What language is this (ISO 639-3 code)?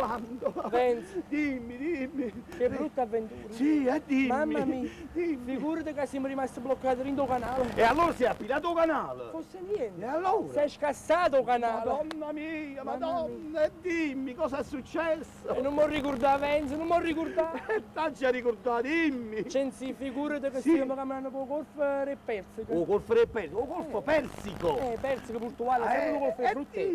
nap